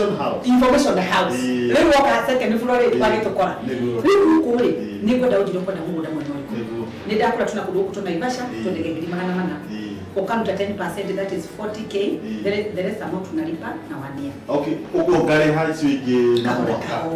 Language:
Kikuyu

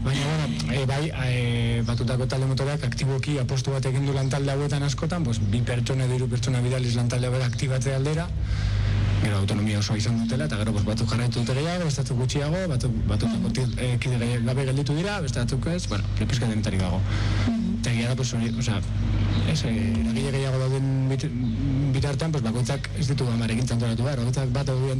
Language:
Basque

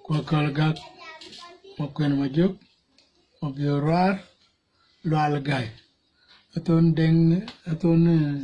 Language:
Dinka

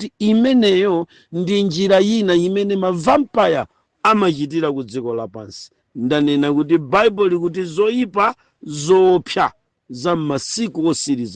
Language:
Nyanja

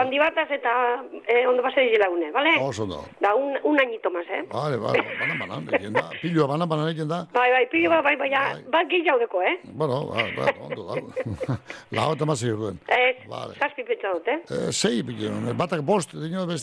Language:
Basque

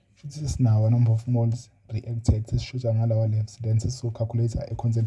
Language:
Zulu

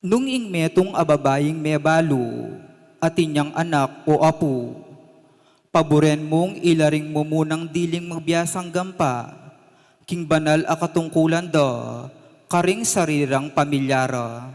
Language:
Pampanga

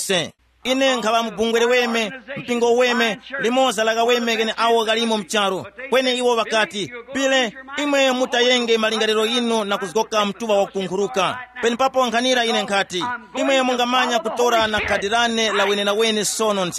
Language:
Tumbuka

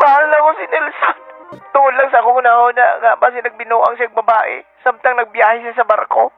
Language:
Cebuano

